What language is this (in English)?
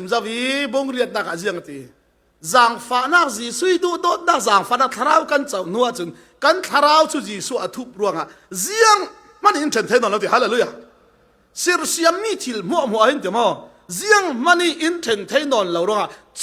Falam Chin